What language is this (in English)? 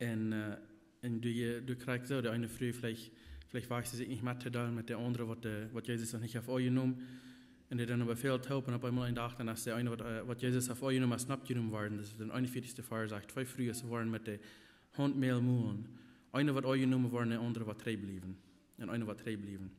Plautdietsch